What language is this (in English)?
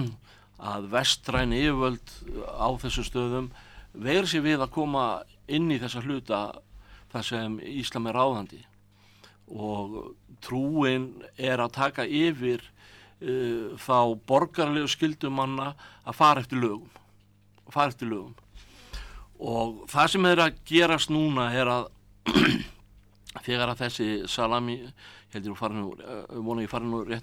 Icelandic